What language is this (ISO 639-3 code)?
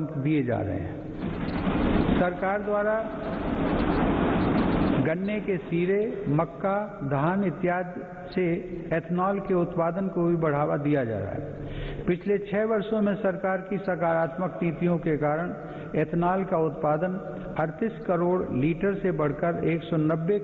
hin